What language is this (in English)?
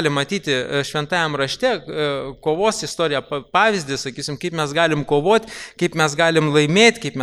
Lithuanian